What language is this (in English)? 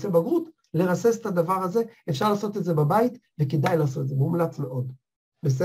Hebrew